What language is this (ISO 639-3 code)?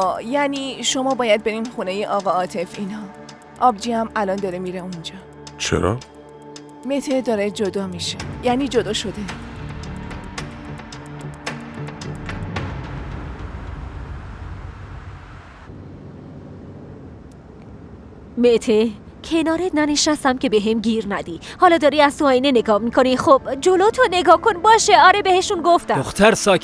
fas